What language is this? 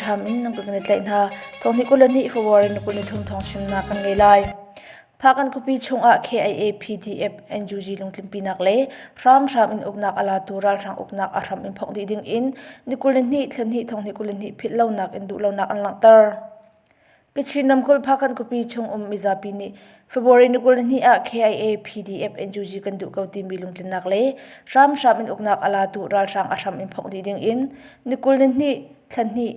Hakha Chin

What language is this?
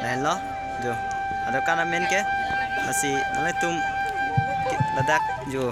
Karbi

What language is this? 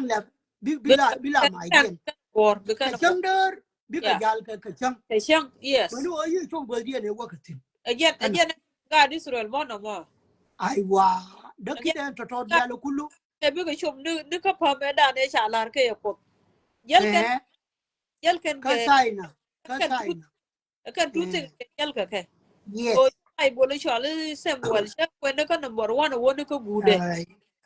Nuer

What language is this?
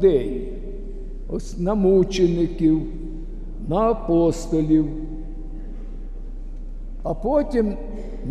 Ukrainian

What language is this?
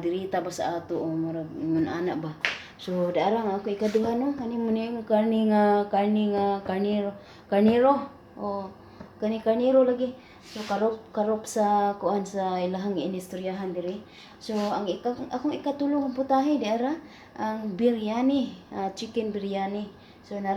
Cebuano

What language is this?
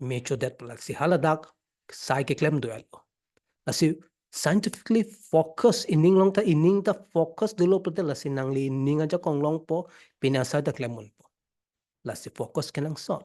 Karbi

